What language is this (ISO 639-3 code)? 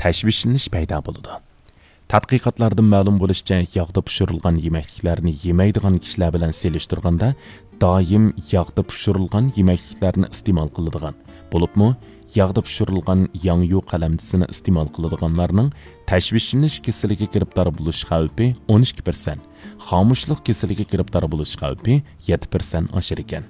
uig